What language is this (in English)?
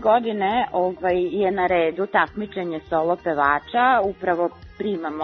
Serbian